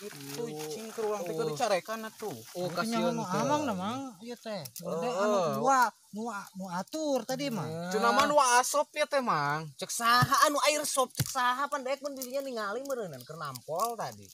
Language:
Sundanese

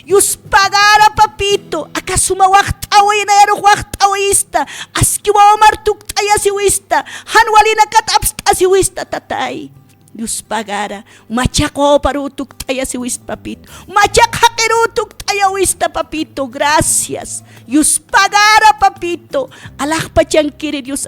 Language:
Aymara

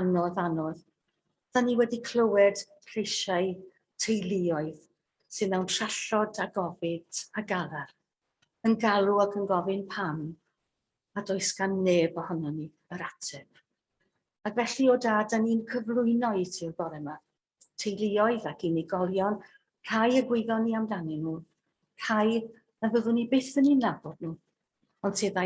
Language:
Welsh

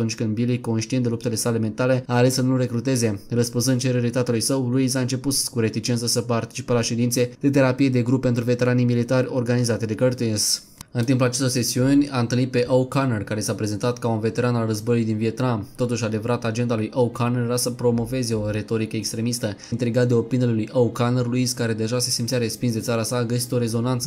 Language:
Romanian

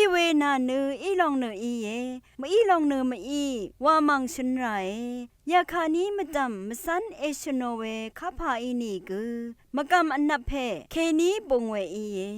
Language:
Rawang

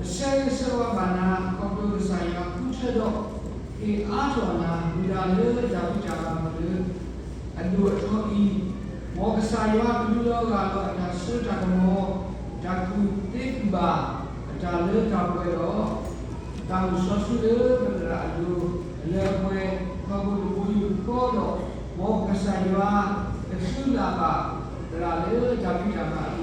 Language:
S'gaw Karen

